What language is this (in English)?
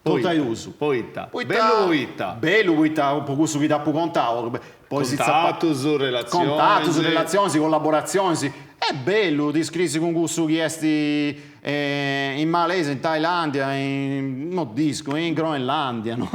Sardinian